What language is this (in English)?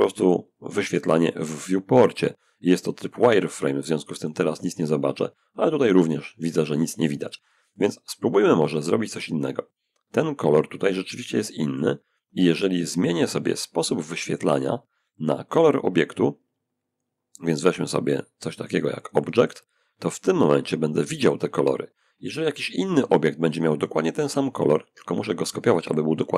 Polish